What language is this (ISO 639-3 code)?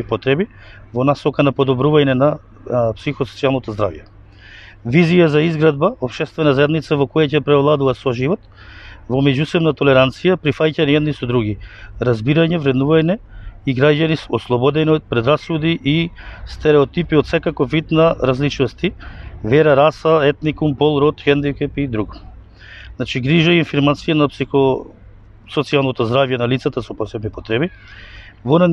mkd